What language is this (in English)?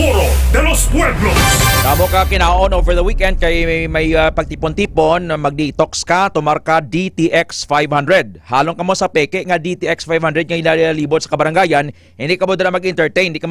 Hiligaynon